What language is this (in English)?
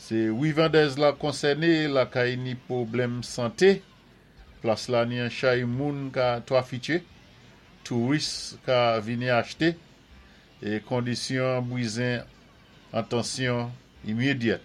Saint Lucian Creole French